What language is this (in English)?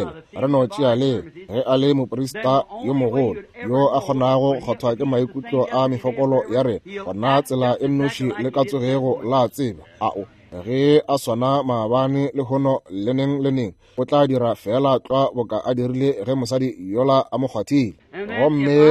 Northern Sotho